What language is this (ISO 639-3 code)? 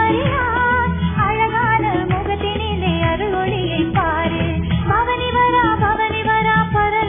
tam